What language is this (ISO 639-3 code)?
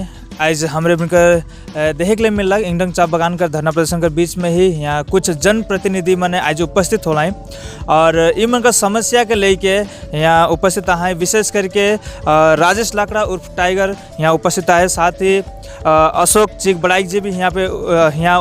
sck